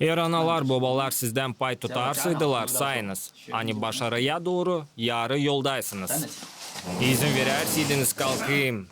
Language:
Gagauz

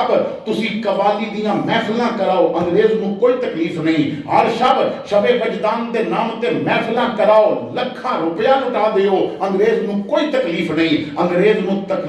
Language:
Western Panjabi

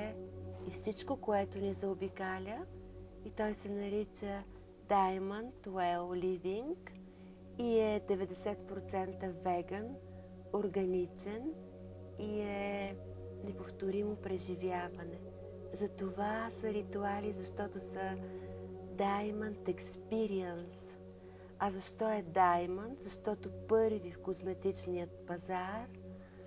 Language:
Bulgarian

